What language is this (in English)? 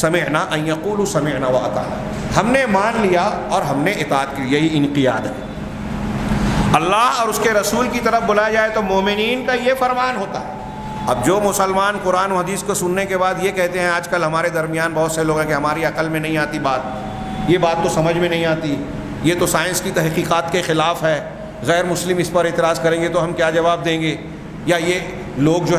Urdu